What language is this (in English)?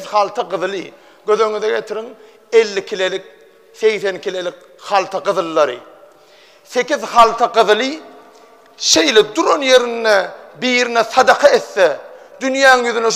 Turkmen